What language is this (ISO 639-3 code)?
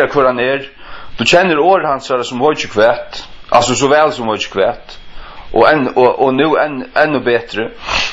fao